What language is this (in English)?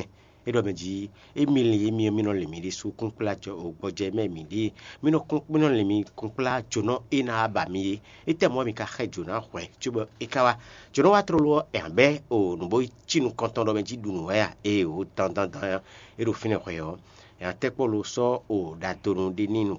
Fon